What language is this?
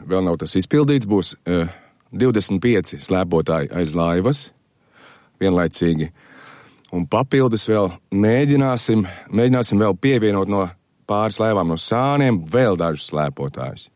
Latvian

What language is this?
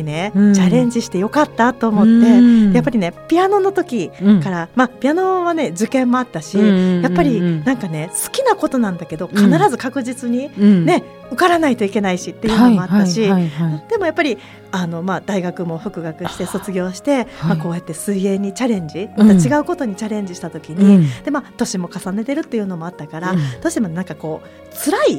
Japanese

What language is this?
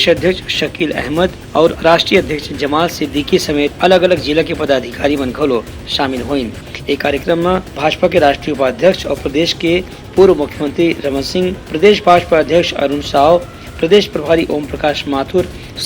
Chhattisgarhi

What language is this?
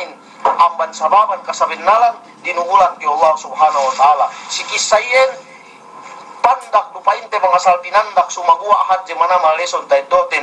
Yakan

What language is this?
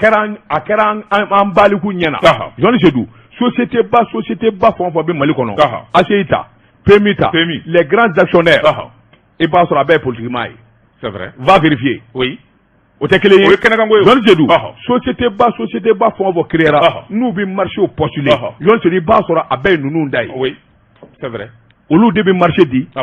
Bambara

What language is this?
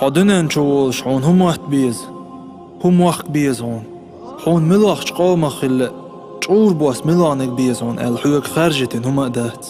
Chechen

